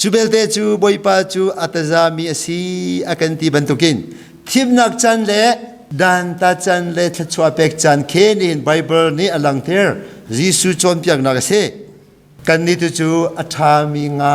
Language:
Hakha Chin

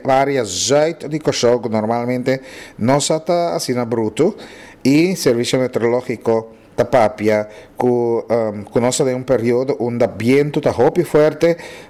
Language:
Papiamento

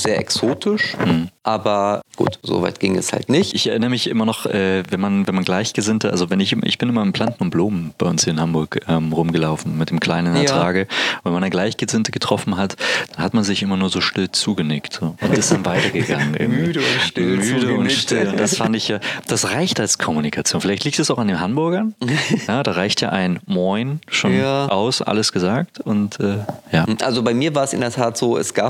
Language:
German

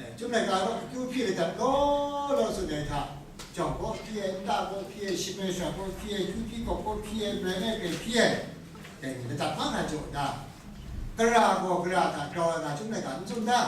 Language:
Kachin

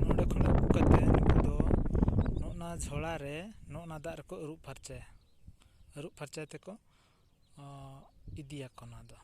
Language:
Santali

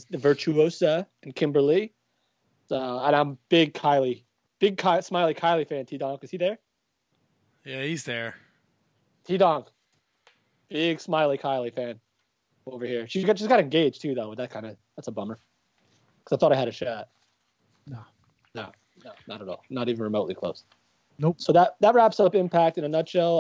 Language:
English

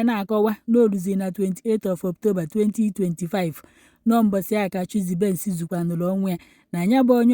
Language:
Igbo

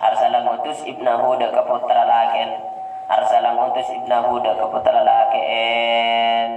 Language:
Madurese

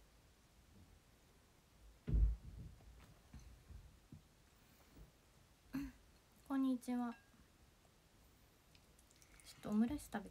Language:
Japanese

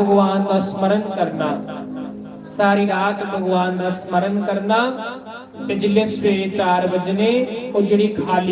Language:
Dogri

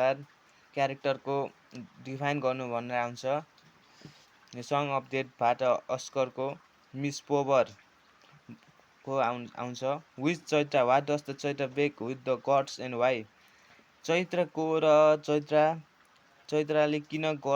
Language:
Nepali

